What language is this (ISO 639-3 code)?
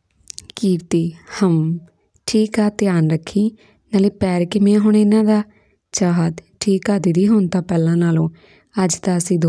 pan